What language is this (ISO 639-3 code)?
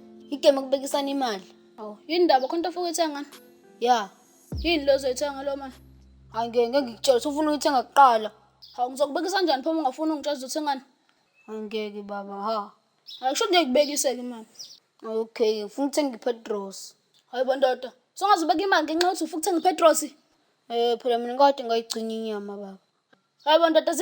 zul